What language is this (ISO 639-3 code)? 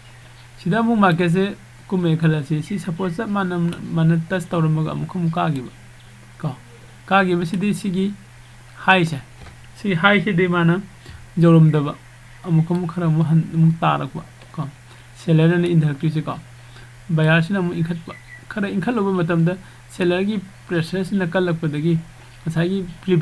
mni